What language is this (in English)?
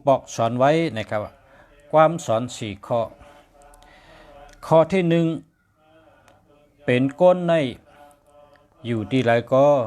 Shan